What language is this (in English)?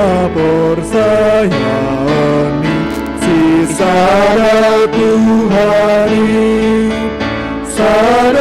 Batak Simalungun